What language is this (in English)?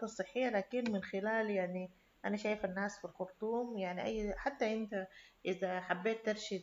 Sudanese Arabic